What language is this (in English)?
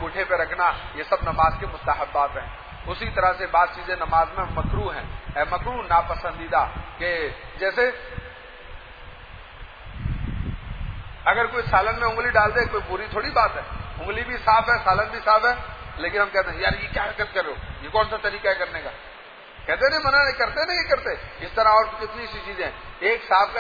Urdu